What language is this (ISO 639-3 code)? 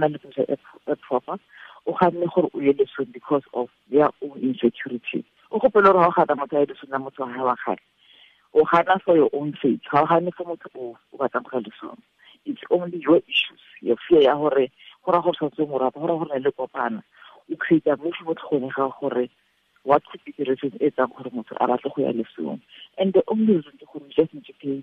tsn